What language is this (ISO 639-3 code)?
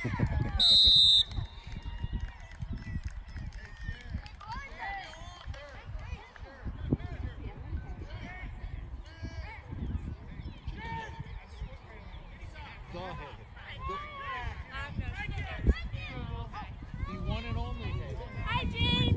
eng